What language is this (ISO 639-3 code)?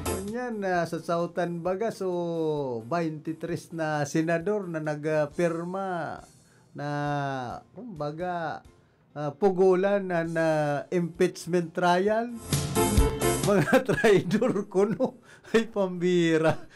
bik